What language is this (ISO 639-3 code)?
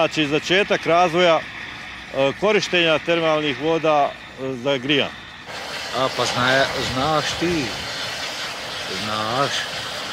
hrv